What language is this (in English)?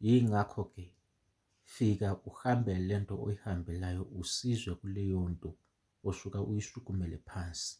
Zulu